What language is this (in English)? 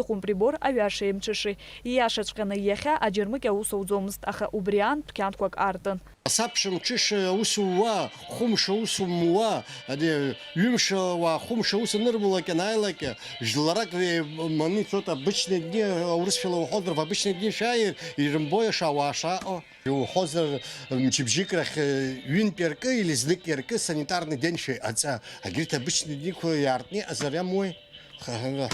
Abkhazian